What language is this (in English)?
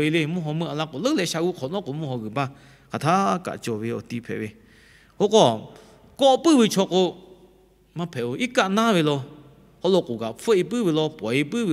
Lahu